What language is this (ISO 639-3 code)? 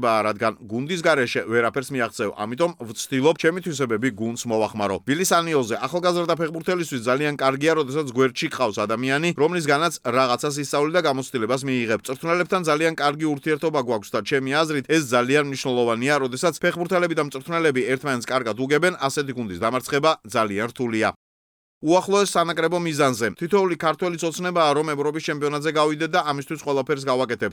kat